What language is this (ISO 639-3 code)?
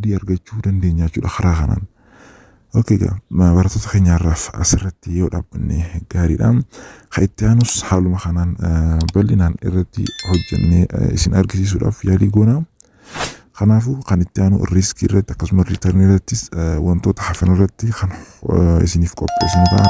orm